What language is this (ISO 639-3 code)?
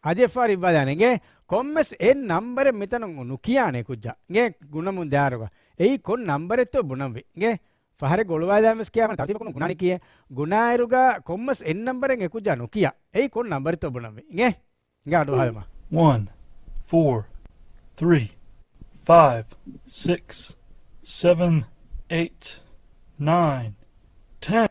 div